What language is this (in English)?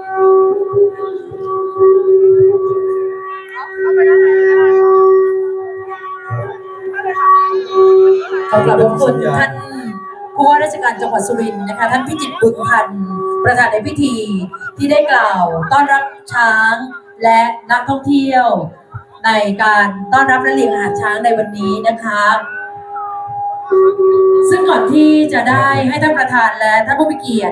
Thai